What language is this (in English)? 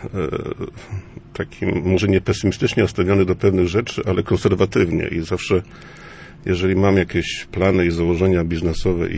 Polish